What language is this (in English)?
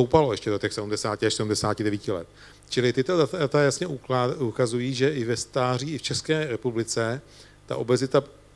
Czech